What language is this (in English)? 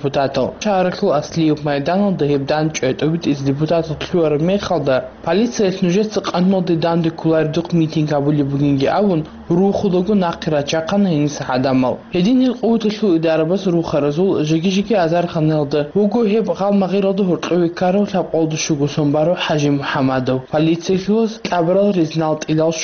Avaric